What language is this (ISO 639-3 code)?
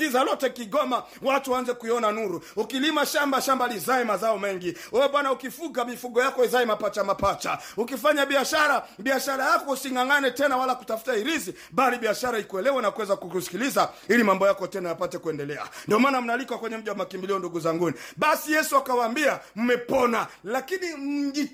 swa